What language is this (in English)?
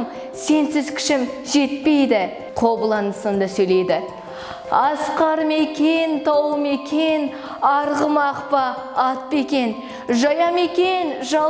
Kazakh